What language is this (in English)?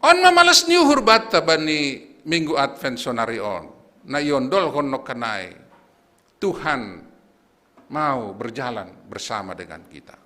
Batak Simalungun